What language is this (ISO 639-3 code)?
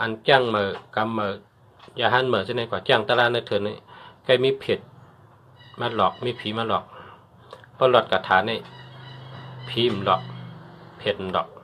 shn